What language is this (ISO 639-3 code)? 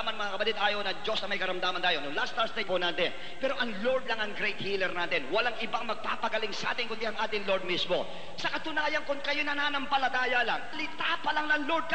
fil